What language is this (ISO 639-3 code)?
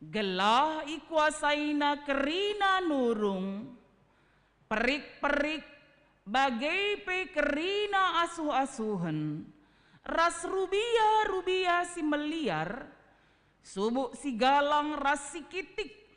btx